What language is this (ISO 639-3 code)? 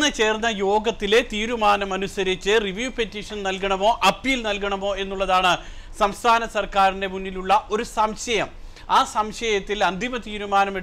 mal